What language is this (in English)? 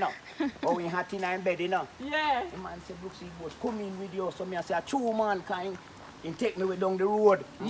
Jamaican Creole English